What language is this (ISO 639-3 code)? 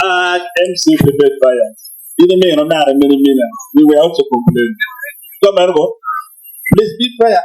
ach